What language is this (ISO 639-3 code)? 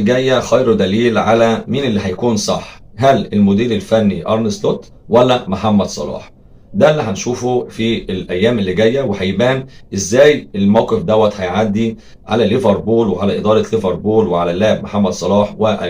arz